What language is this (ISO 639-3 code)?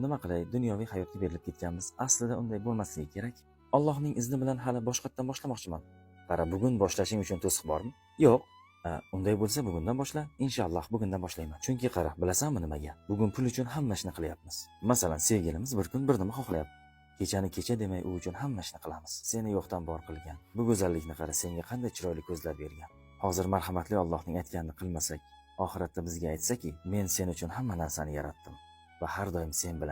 uzb